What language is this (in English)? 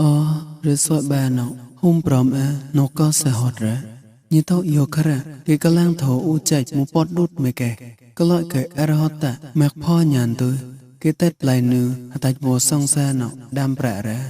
Mon